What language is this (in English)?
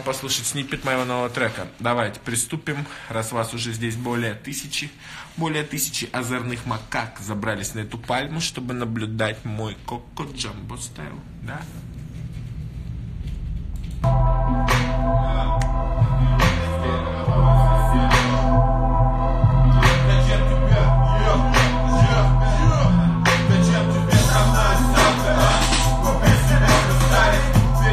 Russian